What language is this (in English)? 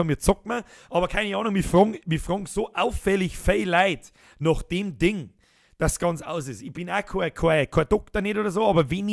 Bavarian